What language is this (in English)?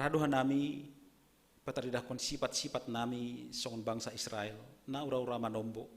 Batak Simalungun